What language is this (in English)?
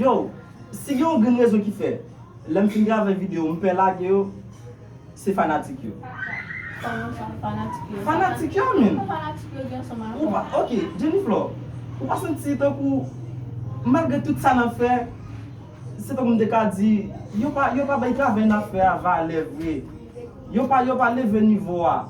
Haitian Creole